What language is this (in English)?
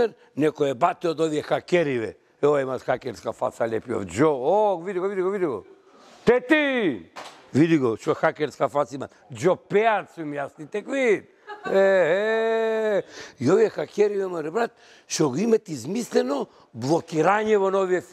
Macedonian